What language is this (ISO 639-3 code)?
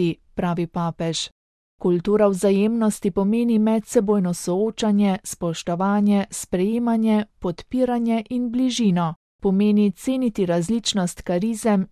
slv